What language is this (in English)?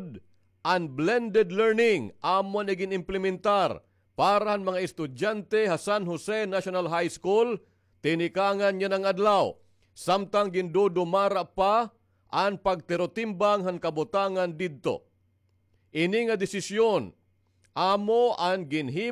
Waray